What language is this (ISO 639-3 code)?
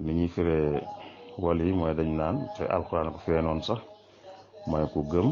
wol